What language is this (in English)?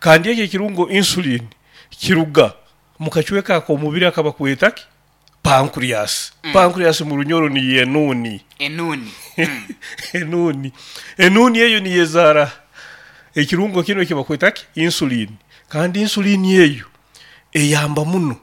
Nyoro